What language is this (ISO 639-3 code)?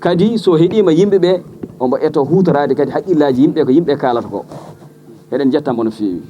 ful